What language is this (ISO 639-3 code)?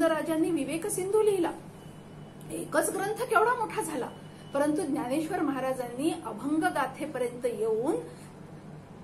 mar